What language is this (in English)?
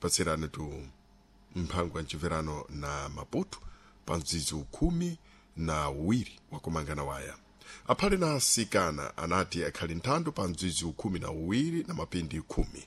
Sena